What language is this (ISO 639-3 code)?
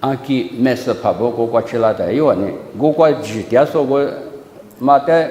lis